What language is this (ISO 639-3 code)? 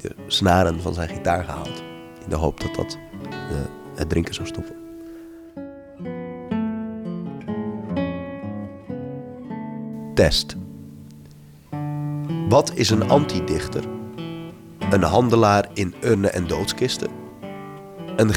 nld